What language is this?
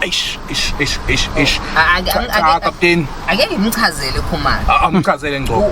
Zulu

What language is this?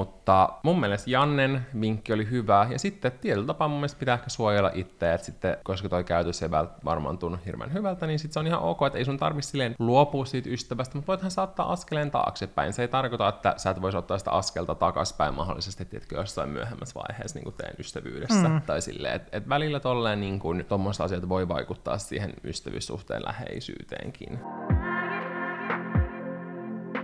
Finnish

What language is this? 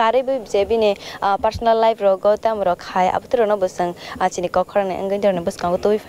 Kok Borok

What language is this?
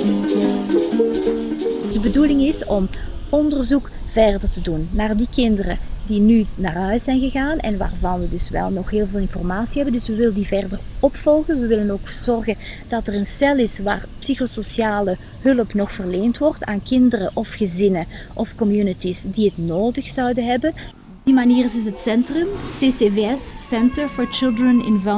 Dutch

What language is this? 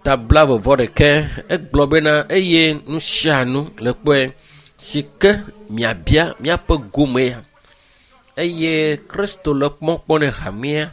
Ewe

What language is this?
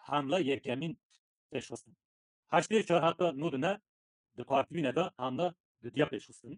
Kurdish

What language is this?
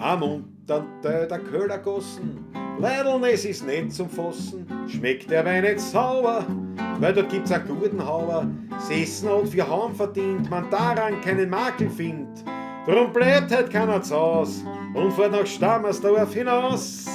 Bavarian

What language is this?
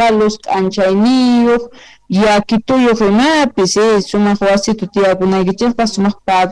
South Bolivian Quechua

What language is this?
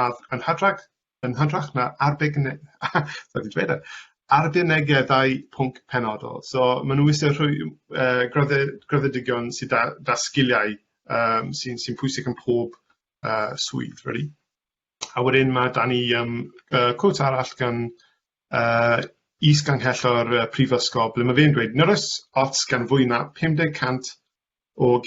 Welsh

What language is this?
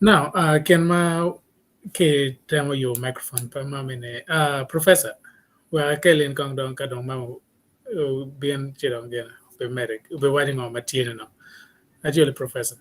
Acoli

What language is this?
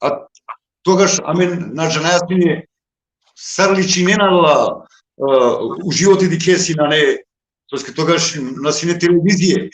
Balkan Romani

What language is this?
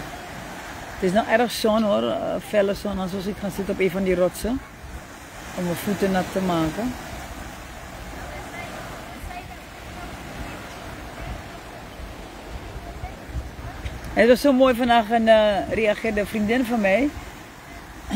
Dutch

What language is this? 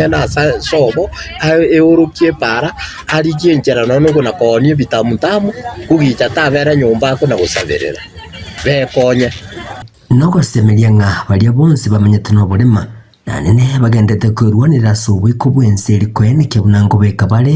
Gusii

